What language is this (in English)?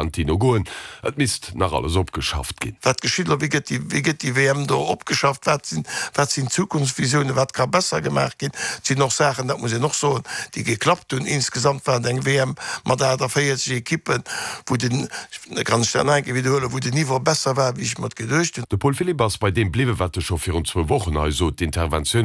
Luxembourgish